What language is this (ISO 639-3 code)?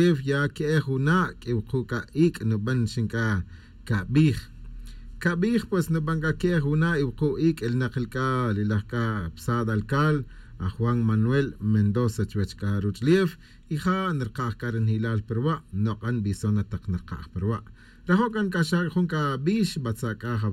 tzj